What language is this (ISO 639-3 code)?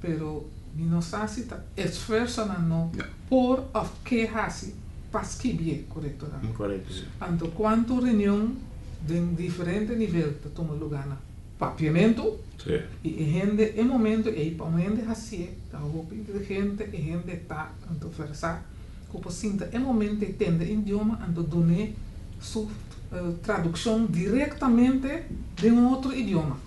pap